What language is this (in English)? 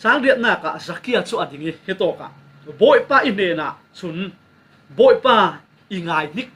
Falam Chin